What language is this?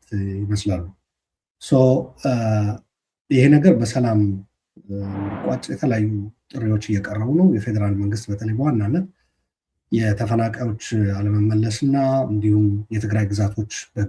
Amharic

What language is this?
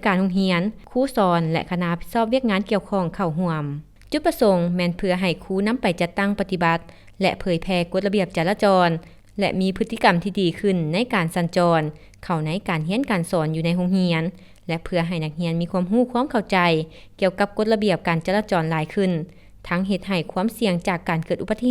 Lao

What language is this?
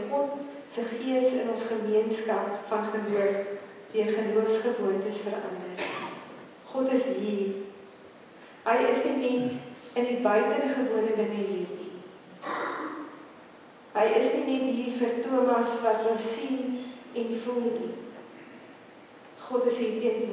Afrikaans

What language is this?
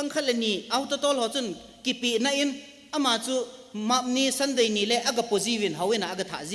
Thado Chin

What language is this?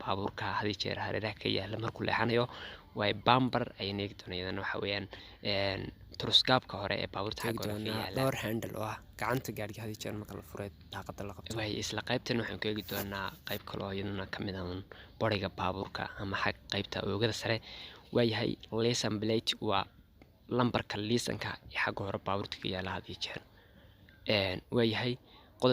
Somali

